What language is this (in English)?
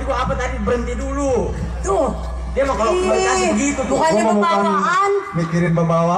Betawi